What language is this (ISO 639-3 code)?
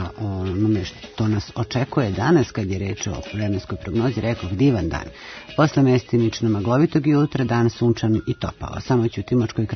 srp